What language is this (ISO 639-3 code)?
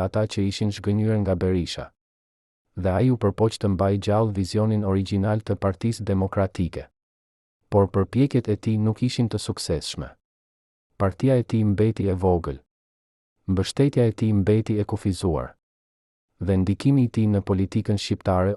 sqi